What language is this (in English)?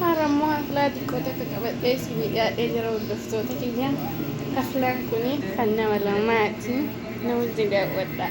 Oromo